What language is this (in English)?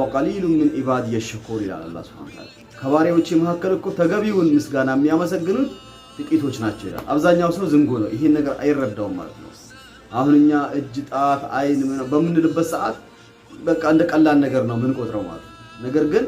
Amharic